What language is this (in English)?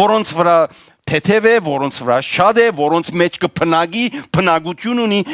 Western Armenian